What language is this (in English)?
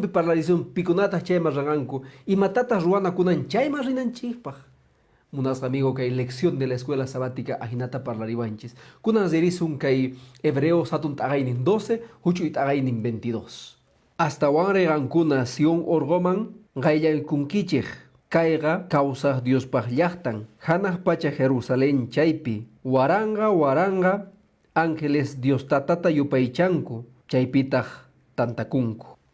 Quechua